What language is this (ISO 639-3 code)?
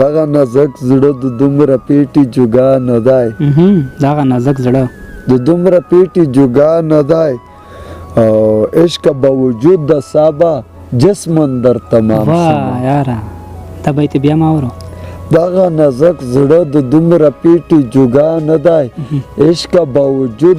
pus